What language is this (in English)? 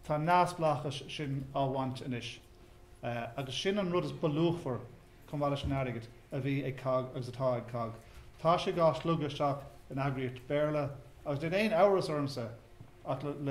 Irish